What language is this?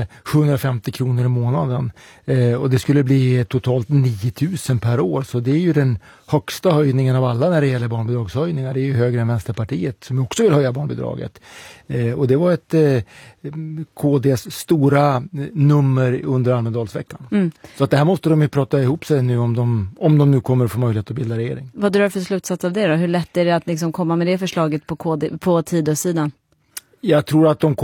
Swedish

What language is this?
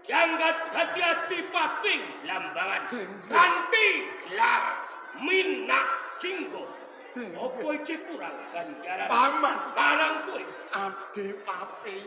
Javanese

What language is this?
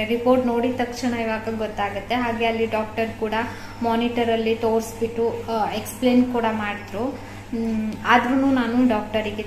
Kannada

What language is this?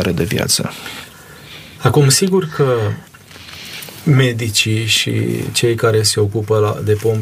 Romanian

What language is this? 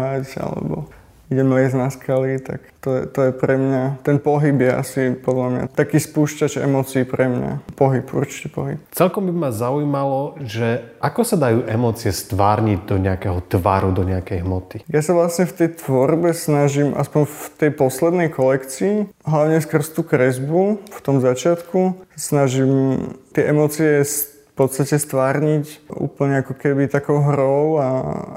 Slovak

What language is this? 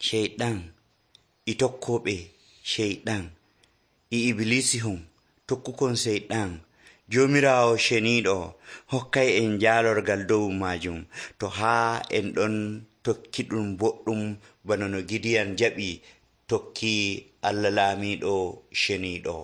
Nigerian Fulfulde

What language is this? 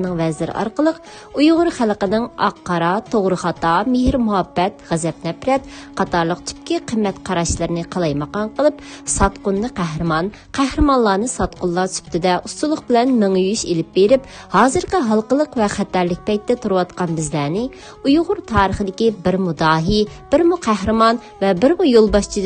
Uyghur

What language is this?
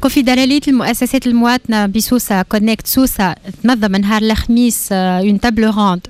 Tunisian Arabic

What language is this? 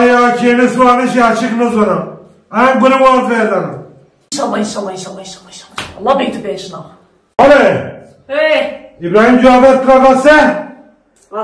Zaza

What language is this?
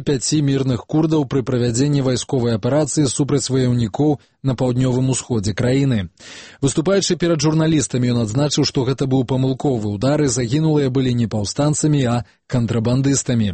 Belarusian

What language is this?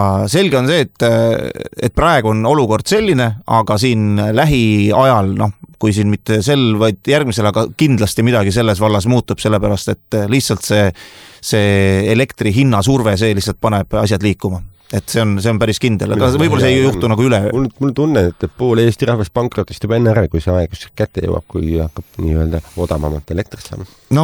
Estonian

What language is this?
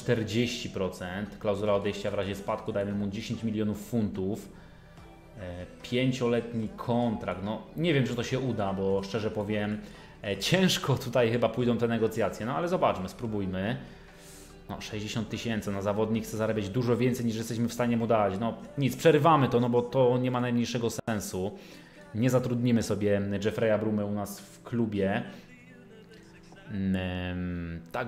Polish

